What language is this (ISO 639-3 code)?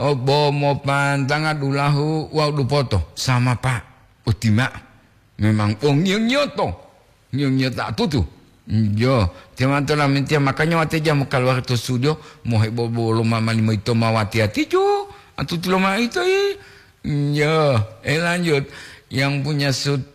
gor